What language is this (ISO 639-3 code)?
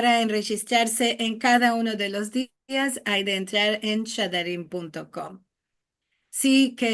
lad